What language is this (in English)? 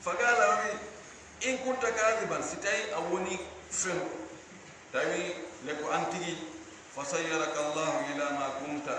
Fula